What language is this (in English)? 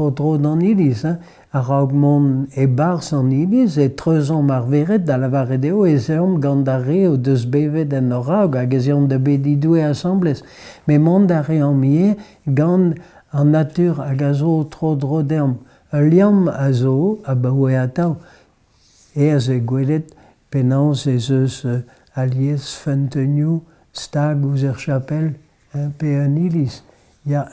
Breton